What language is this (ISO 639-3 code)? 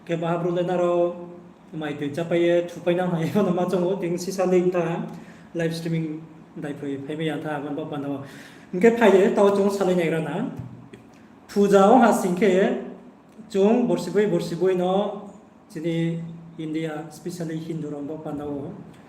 ria